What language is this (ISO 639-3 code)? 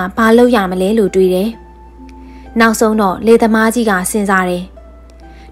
mya